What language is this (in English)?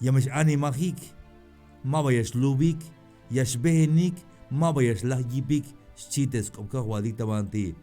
Tzeltal